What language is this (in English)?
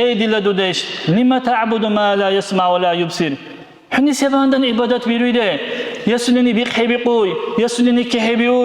Dargwa